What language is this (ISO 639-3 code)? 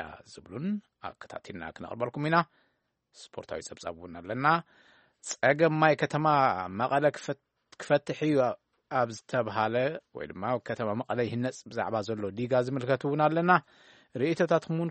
tir